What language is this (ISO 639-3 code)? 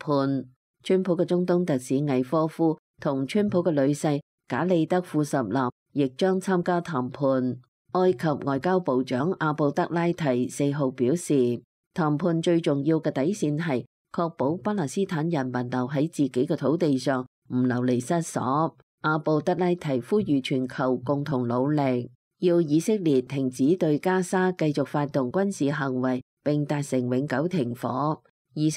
yue